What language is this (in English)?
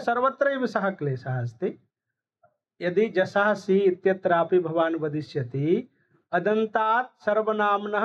Sanskrit